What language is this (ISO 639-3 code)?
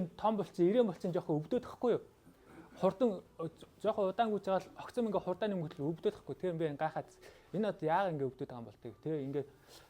mon